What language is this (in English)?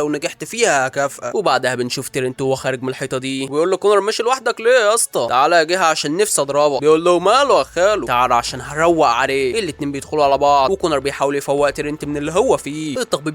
Egyptian Arabic